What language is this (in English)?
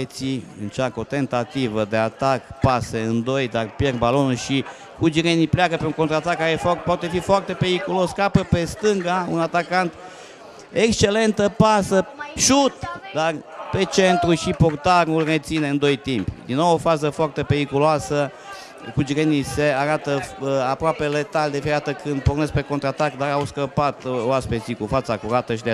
Romanian